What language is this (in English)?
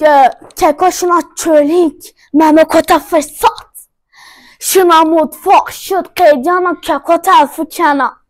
Zaza